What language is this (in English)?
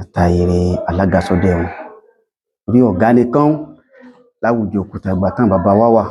Yoruba